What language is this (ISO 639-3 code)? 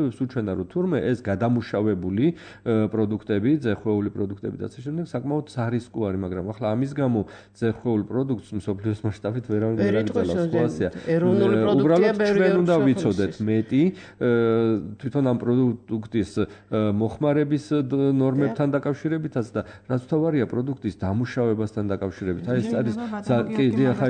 kat